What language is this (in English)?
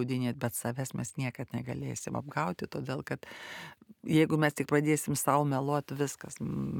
Lithuanian